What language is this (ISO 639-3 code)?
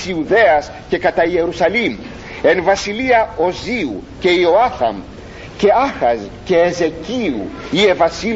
ell